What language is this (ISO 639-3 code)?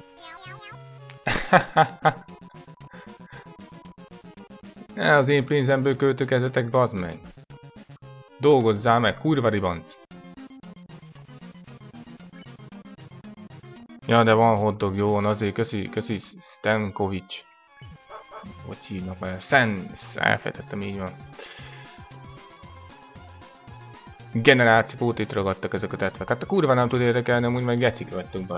hun